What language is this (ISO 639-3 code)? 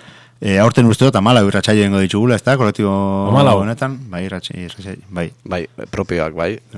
eus